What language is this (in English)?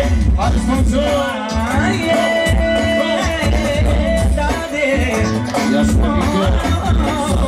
Bulgarian